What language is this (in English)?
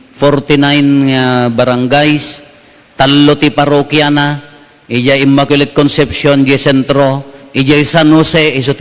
Iloko